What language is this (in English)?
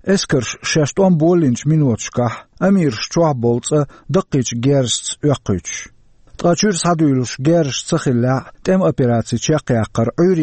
Chechen